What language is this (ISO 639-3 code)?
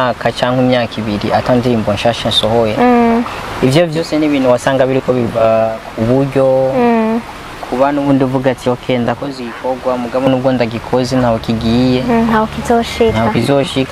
run